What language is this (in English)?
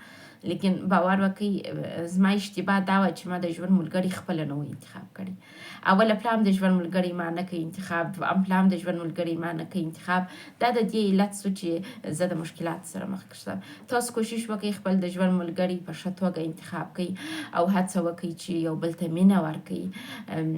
Pashto